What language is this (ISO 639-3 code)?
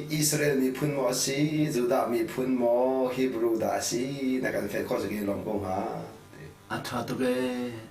cnh